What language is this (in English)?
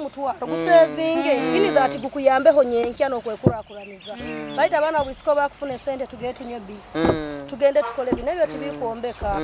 Nyoro